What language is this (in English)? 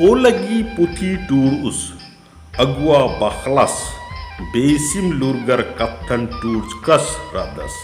Kurukh